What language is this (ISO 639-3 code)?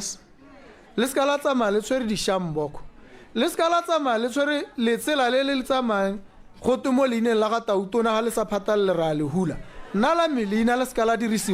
tsn